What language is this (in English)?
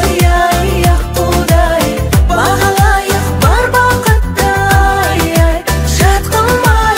Kazakh